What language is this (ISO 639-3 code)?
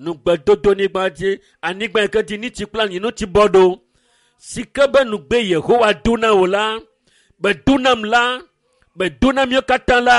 ewe